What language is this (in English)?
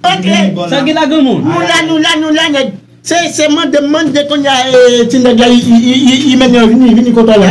Haitian Creole